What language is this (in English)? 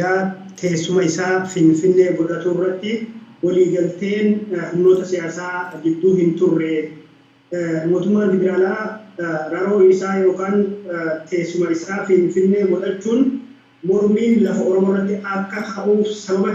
Oromo